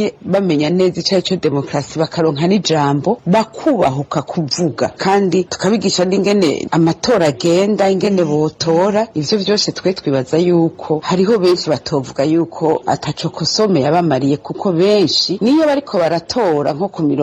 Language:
Rundi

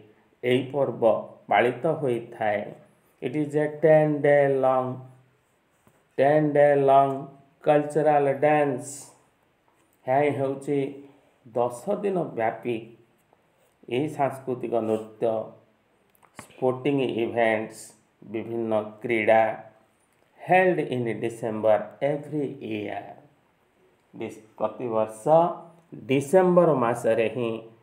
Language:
Odia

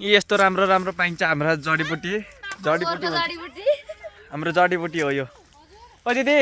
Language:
Nepali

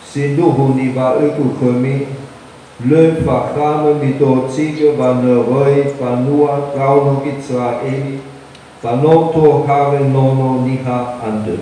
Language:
Nias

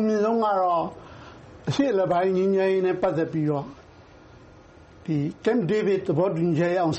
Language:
Burmese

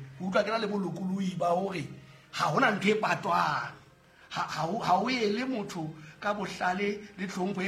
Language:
Southern Sotho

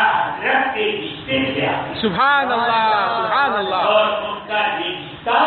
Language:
Urdu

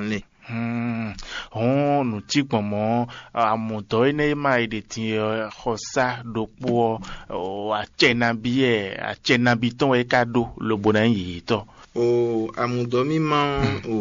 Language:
Fon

